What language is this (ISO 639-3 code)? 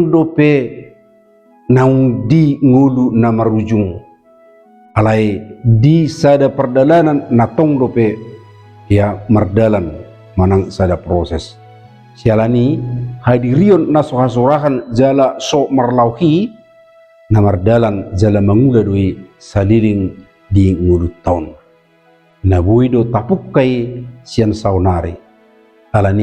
bbc